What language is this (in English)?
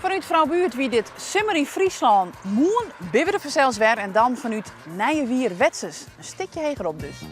Western Frisian